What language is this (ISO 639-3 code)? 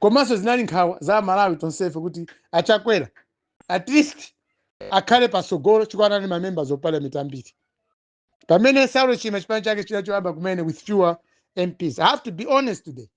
nya